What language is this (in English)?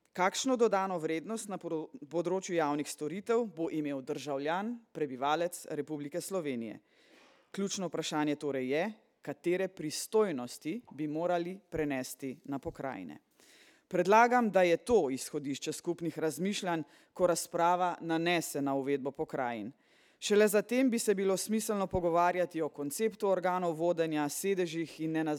Slovenian